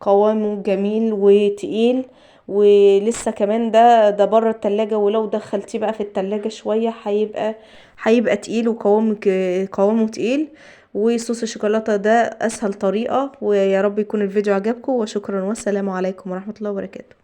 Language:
Egyptian Arabic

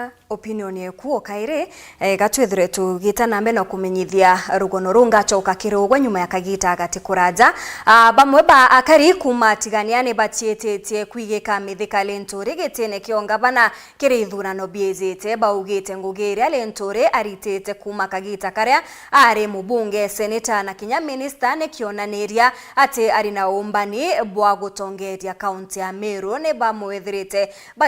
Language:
Meru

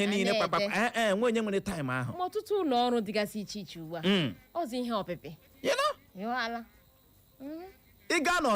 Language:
Igbo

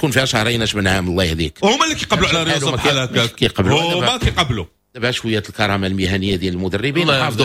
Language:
Moroccan Arabic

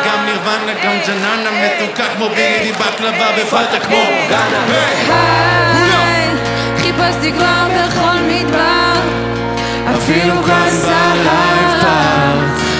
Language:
Hebrew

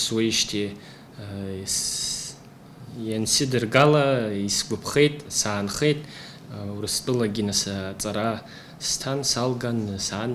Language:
Abkhazian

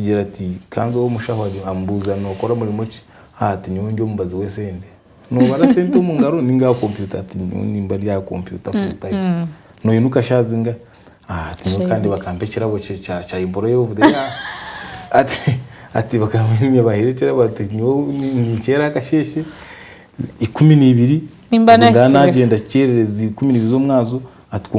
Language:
Nyankole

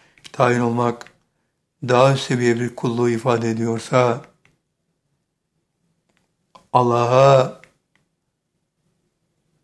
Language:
Turkish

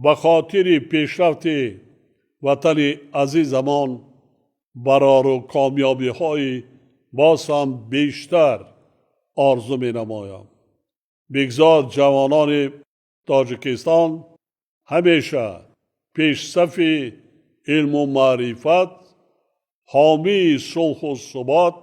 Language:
Tajik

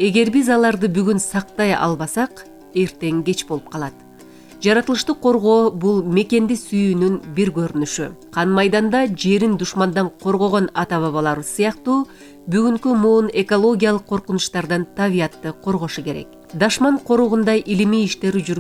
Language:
Kyrgyz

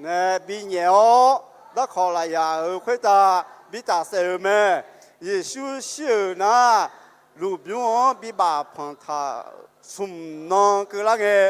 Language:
Akha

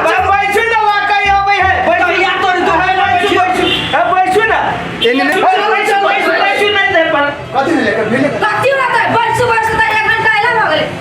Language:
Maithili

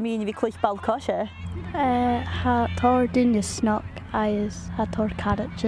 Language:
Scottish Gaelic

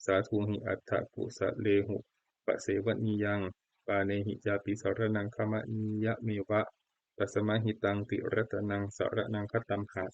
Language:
Pali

